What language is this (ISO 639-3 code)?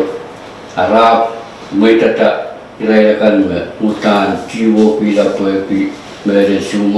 pon